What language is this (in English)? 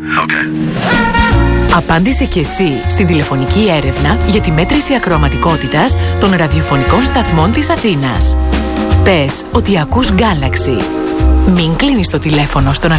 Greek